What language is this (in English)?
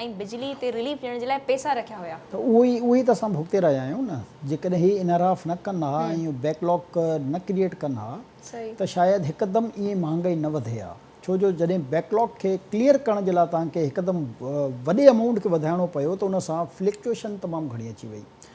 Sindhi